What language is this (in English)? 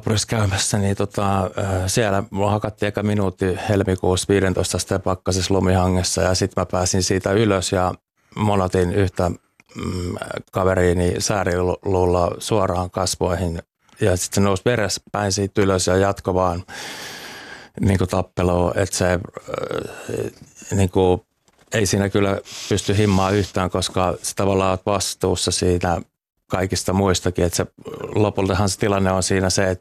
Finnish